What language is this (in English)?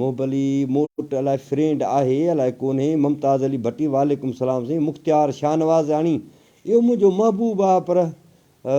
Sindhi